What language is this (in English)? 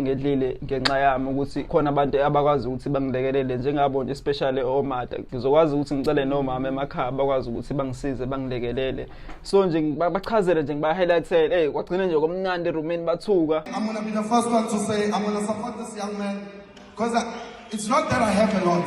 Zulu